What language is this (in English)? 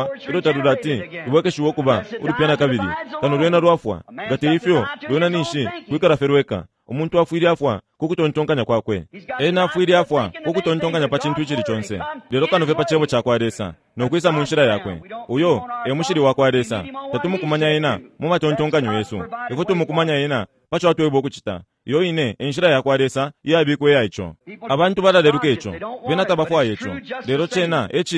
Bemba